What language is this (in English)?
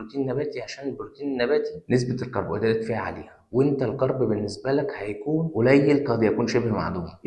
Egyptian Arabic